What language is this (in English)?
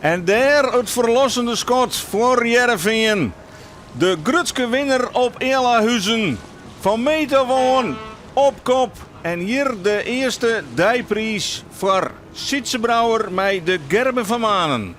Western Frisian